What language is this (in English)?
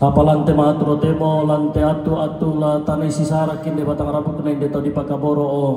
Toraja-Sa'dan